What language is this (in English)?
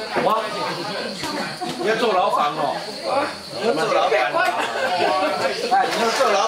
Chinese